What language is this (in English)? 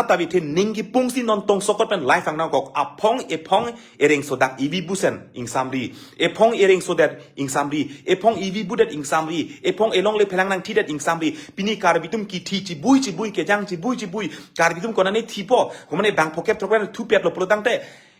Karbi